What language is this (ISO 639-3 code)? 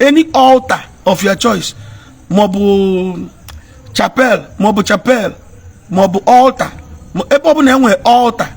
ibo